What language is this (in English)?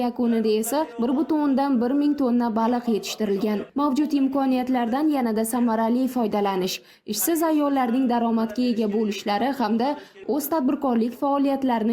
Uzbek